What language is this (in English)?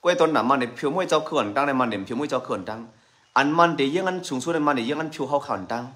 Shan